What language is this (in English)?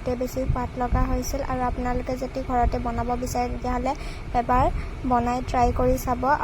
Assamese